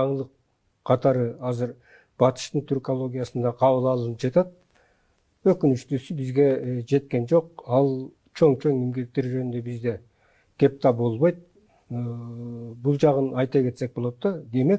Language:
Kyrgyz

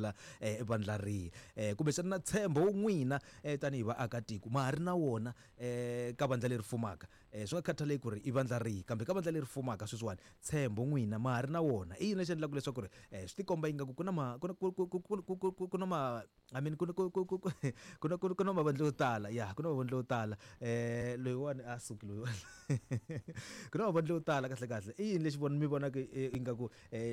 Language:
Tsonga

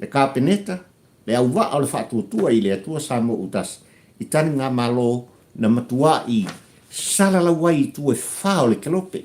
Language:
Samoan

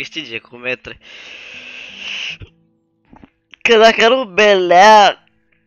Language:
Romanian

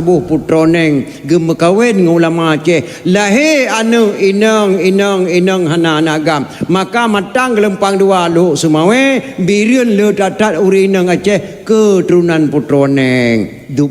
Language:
Achinese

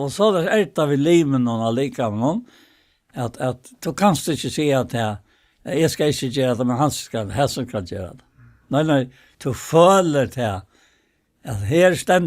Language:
Faroese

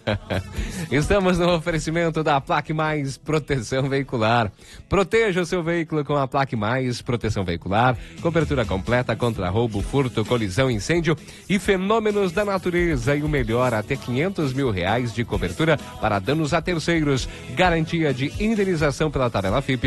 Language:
Portuguese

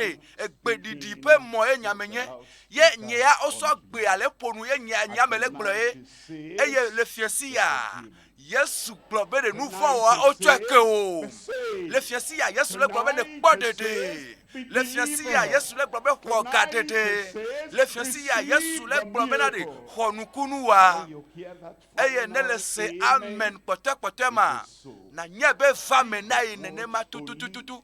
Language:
Ewe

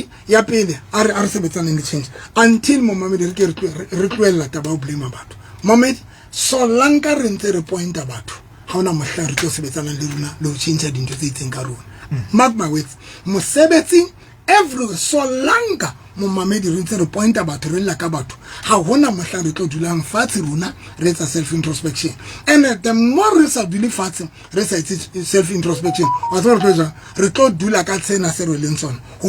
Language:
Southern Sotho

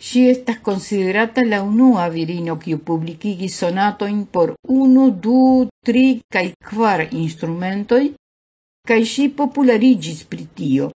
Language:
Esperanto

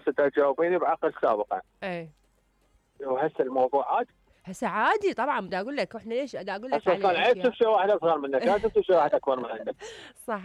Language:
Mesopotamian Arabic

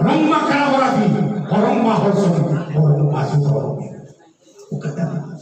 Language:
Batak Toba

